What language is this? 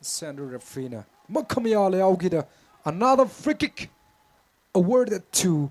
Tangkhul Naga (India)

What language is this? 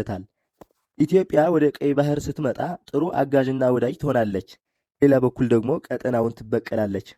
Amharic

